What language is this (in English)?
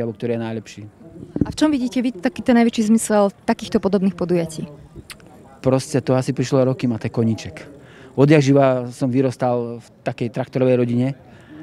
Slovak